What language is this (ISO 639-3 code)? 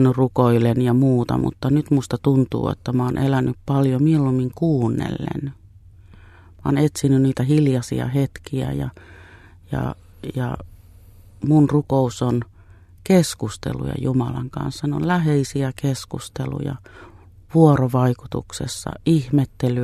fin